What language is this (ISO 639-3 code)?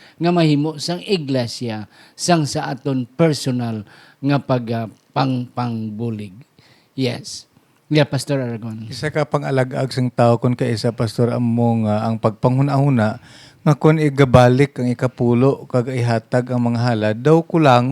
hil